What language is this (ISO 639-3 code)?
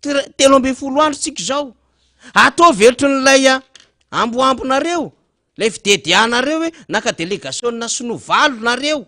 mlg